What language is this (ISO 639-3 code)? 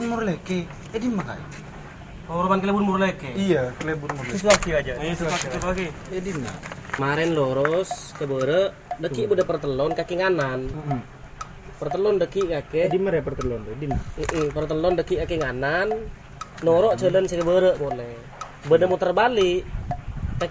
mad